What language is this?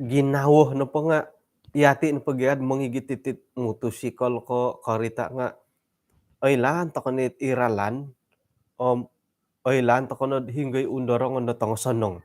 Central Dusun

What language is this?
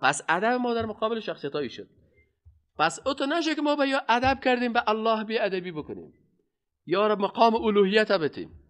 Persian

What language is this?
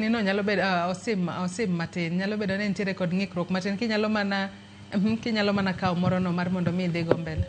Luo (Kenya and Tanzania)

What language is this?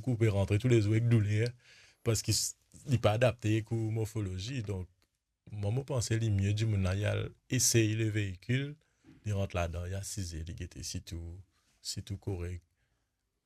Morisyen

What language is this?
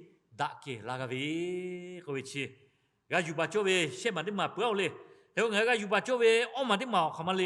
Lahu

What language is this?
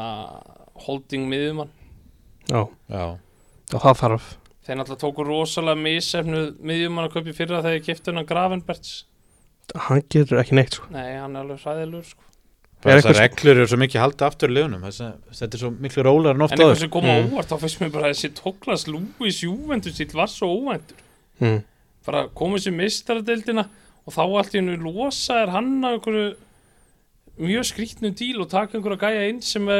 Icelandic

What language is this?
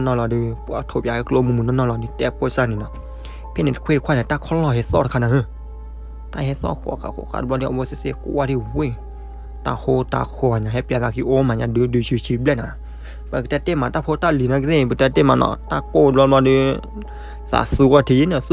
S'gaw Karen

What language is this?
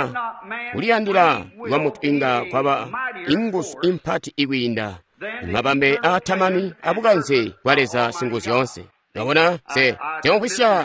Tonga (Zambia)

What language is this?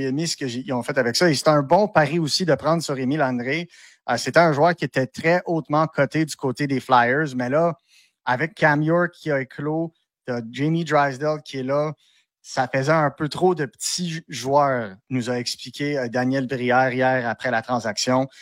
French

